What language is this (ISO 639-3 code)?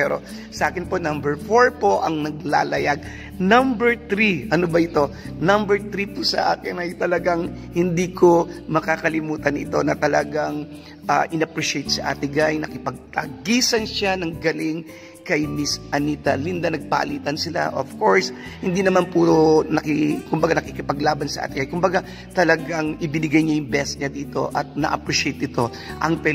fil